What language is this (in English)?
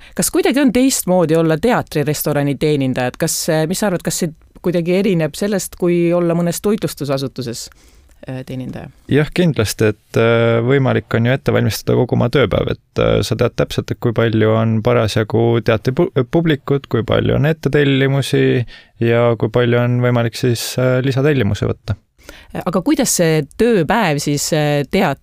Estonian